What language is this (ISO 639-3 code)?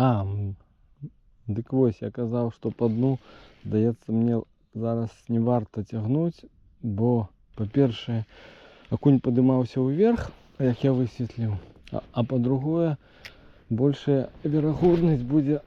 bel